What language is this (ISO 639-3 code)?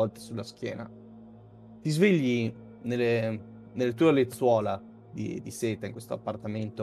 ita